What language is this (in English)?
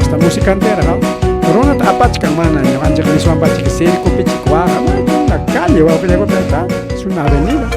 Ayacucho Quechua